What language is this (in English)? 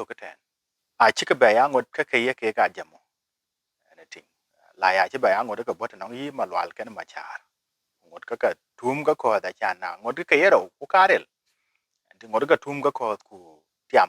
Dinka